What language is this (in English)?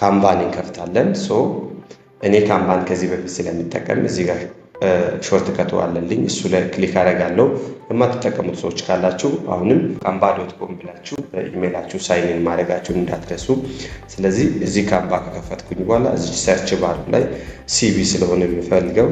Amharic